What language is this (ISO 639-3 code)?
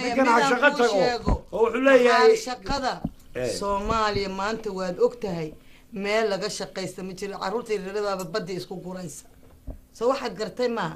som